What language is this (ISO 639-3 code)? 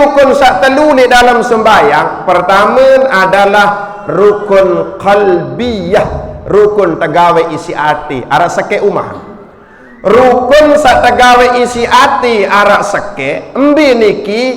sas